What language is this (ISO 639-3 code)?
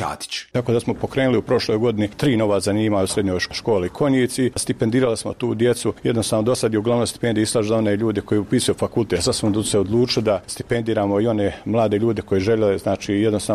bos